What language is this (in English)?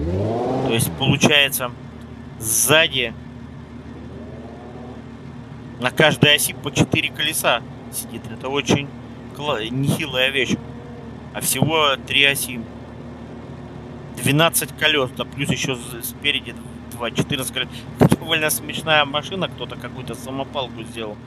Russian